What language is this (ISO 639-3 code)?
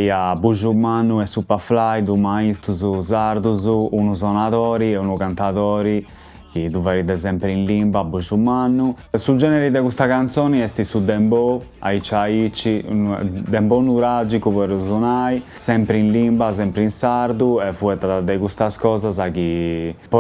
srd